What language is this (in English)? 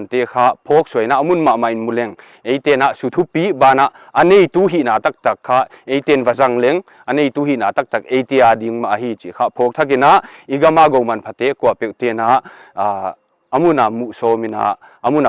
Paite Chin